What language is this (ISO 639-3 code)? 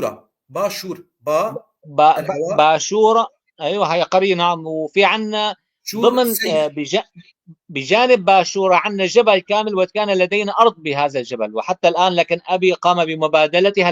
apc